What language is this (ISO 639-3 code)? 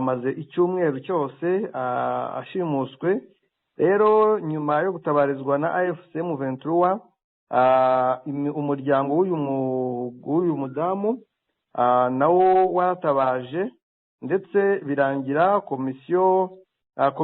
kin